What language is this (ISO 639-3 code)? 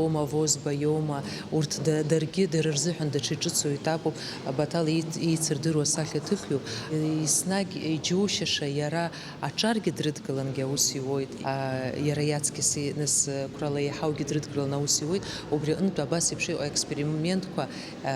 abk